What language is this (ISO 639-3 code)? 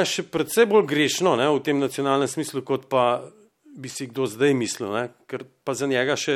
slv